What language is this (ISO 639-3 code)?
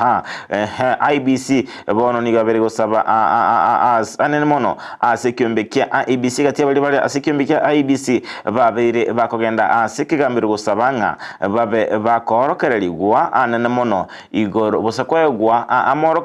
guz